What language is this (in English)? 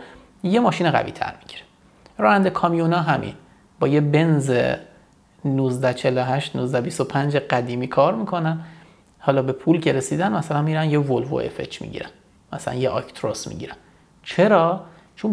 Persian